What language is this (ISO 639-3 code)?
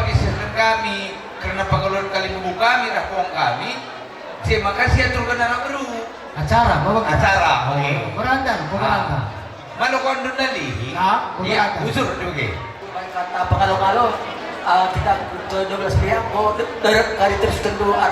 btx